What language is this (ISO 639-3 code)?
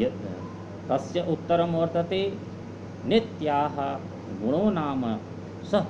san